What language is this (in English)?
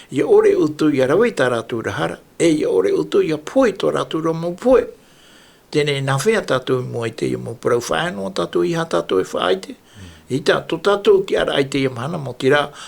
Tahitian